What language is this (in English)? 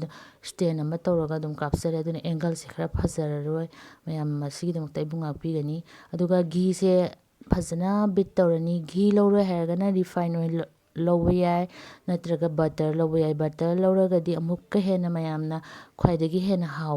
Manipuri